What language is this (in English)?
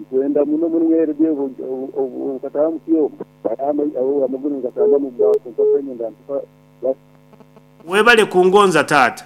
Nyoro